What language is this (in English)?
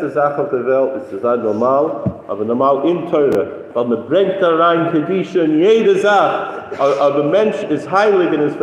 Yiddish